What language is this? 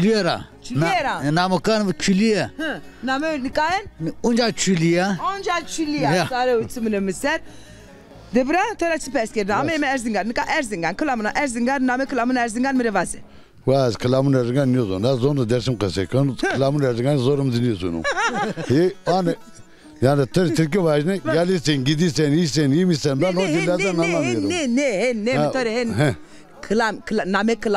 Zaza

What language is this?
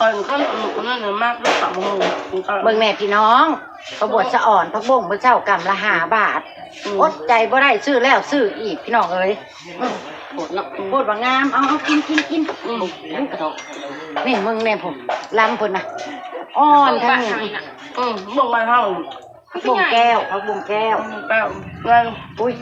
Northeastern Thai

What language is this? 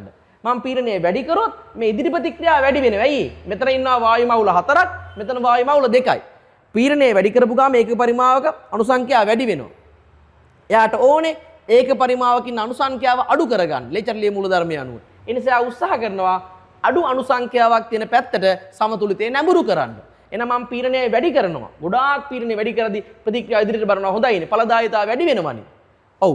Sinhala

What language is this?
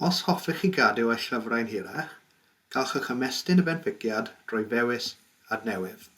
Welsh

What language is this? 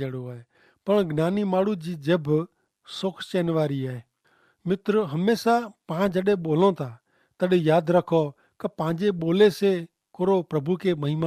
Kachhi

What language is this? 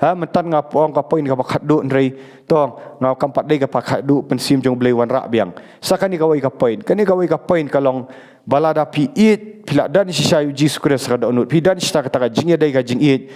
Khasi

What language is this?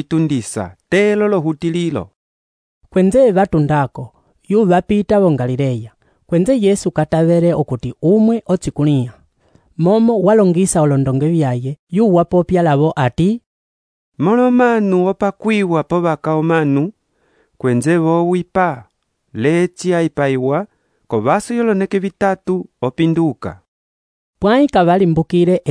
Umbundu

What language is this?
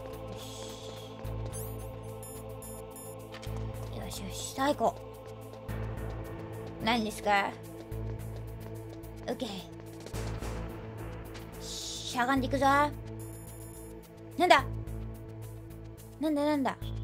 Japanese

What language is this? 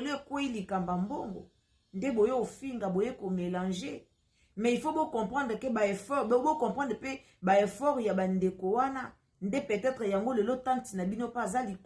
Lingala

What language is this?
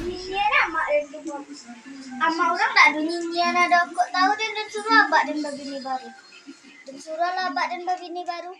Minangkabau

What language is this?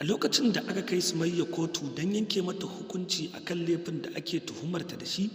Hausa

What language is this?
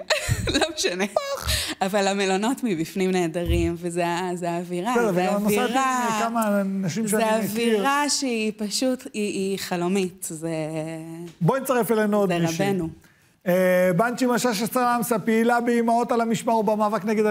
Hebrew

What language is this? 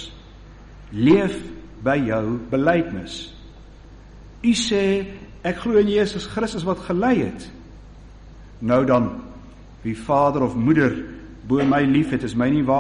Afrikaans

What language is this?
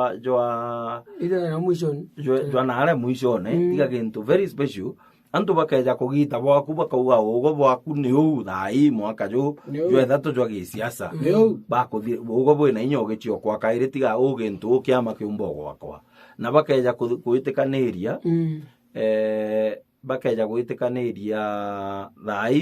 Meru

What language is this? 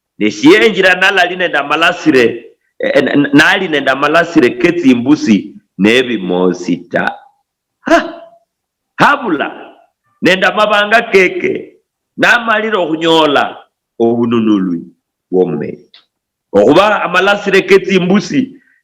Luyia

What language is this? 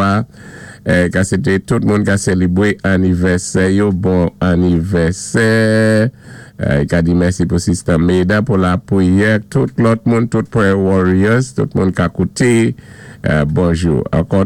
Saint Lucian Creole French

